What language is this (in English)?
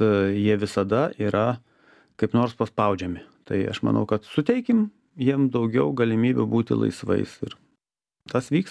Lithuanian